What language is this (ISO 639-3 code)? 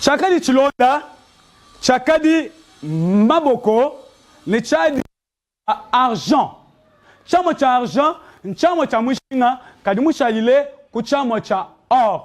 lua